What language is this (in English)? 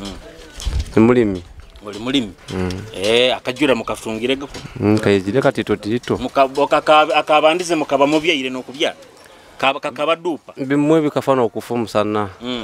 Nyoro